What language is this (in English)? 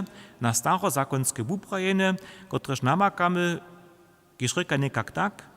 Upper Sorbian